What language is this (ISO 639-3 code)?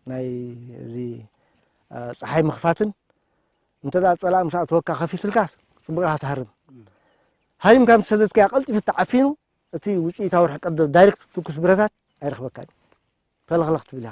tir